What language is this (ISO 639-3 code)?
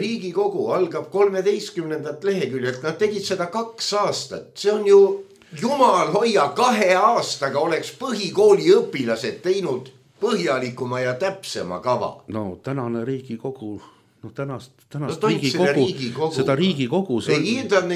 est